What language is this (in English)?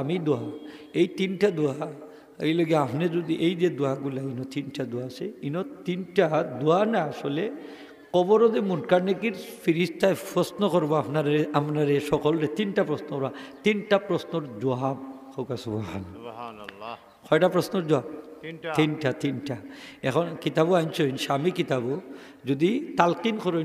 Sylheti